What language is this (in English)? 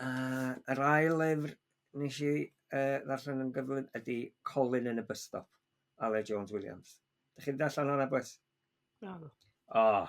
Welsh